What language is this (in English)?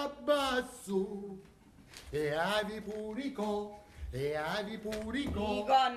Sicilian